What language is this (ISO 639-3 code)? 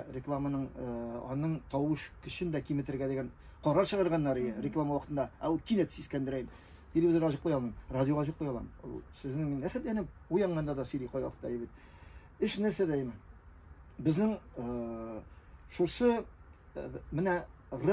tat